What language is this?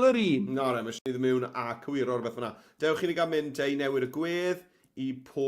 Welsh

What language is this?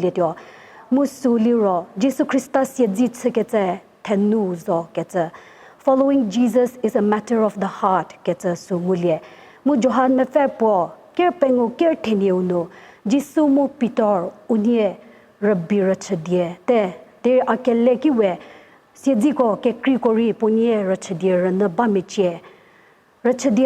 Angami Naga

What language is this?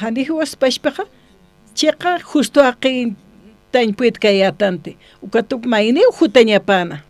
Aymara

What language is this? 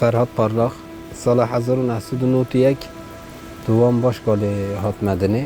Kurdish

